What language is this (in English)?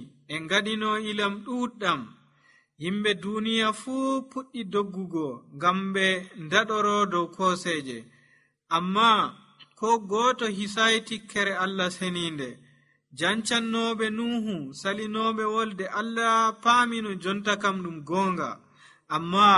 Nigerian Fulfulde